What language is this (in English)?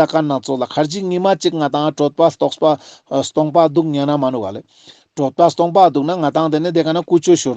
Ladakhi